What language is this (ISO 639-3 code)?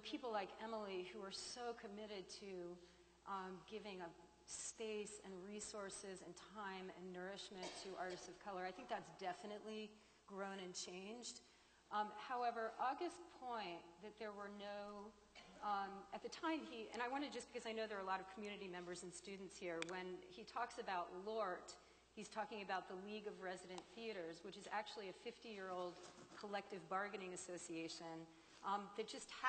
eng